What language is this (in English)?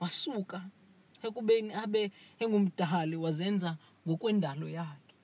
Xhosa